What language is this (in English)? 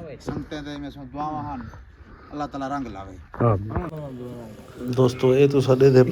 Saraiki